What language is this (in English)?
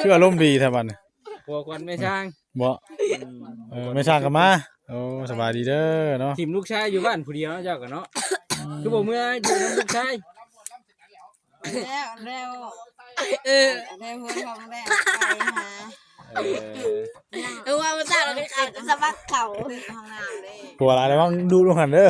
Northeastern Thai